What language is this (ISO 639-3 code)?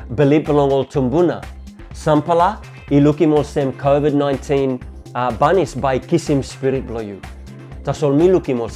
tpi